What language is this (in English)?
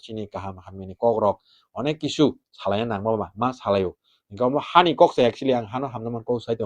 Kok Borok